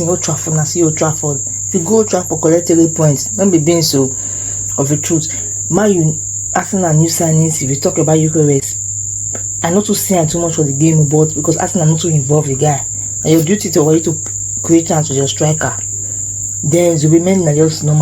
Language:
Nigerian Pidgin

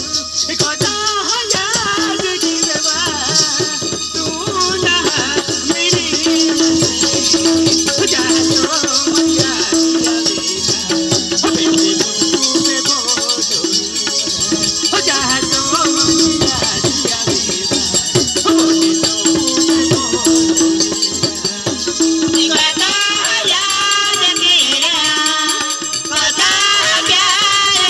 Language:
Bhojpuri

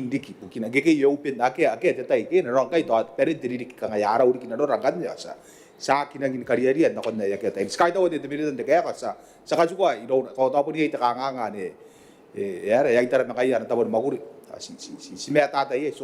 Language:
Gilbertese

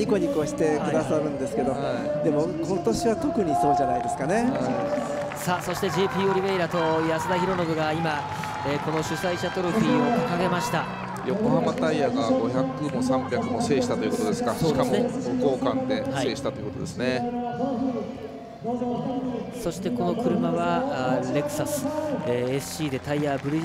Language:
Japanese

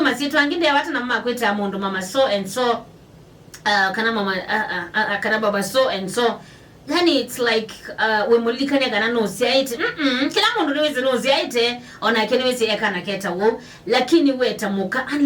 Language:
Kamba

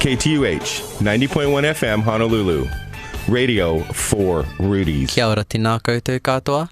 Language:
Hawaiian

